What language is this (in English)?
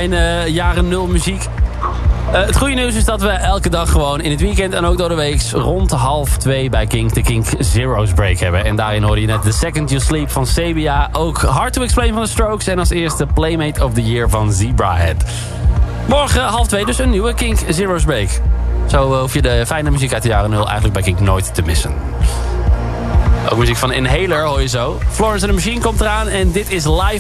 Dutch